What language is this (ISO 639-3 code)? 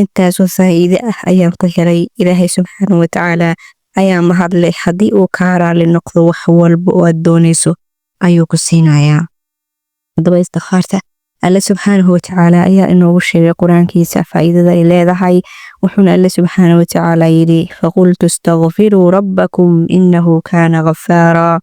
som